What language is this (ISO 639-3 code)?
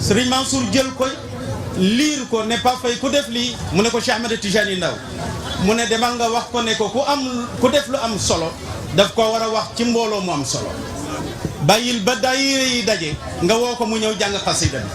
wol